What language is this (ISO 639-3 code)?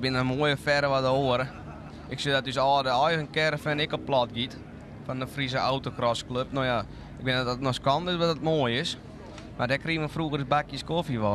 fry